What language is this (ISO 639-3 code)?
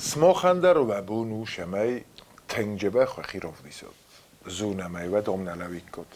oss